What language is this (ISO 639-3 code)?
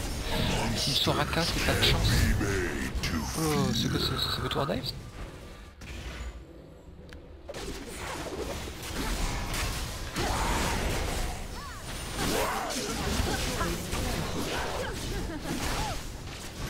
fra